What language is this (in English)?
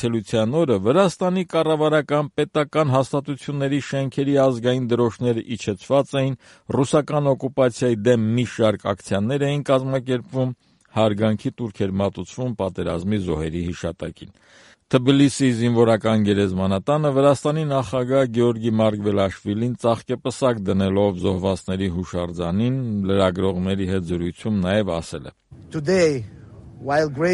Armenian